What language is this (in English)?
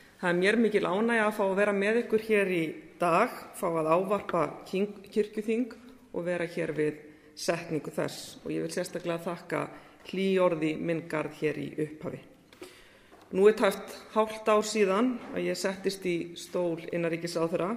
Icelandic